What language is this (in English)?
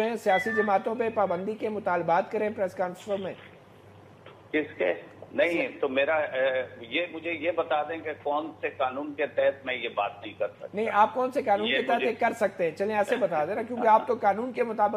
Urdu